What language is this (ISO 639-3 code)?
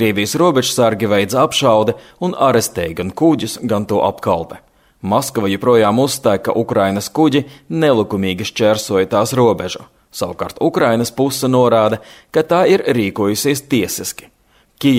lav